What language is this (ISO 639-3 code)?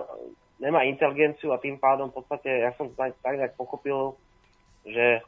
slk